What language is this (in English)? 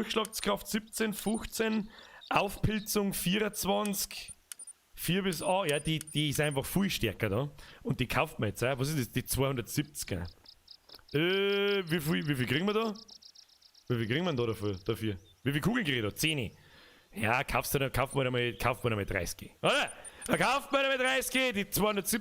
Bavarian